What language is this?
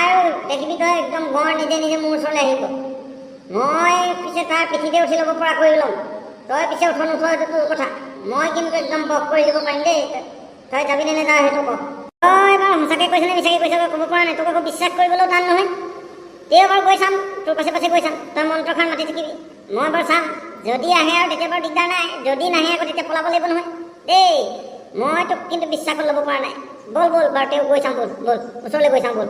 Assamese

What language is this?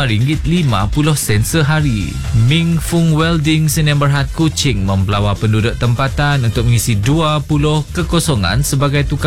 Malay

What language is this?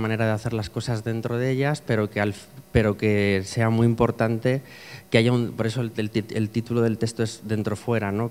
Spanish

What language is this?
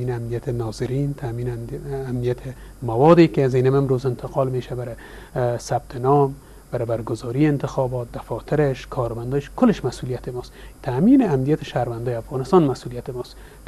Persian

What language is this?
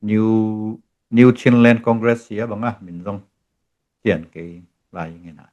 Tedim Chin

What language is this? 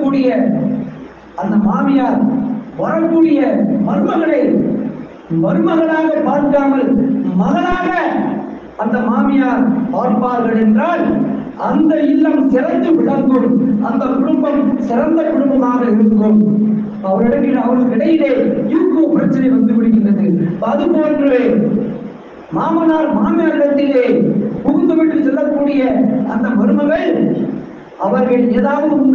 Tamil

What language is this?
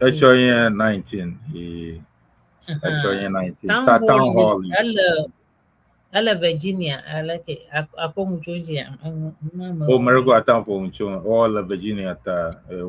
Ewe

